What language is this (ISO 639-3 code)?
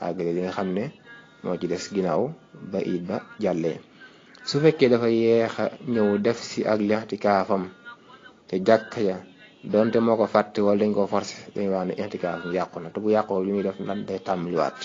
wol